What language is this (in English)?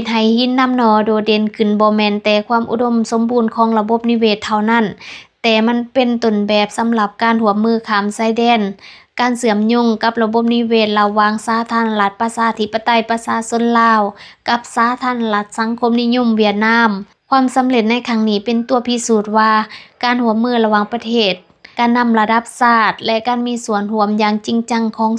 Lao